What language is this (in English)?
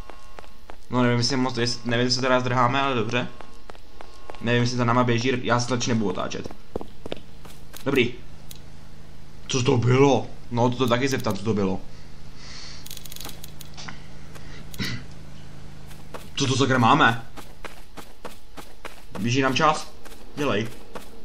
Czech